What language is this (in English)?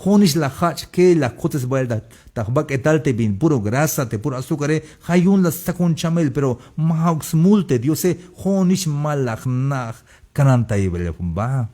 Tzeltal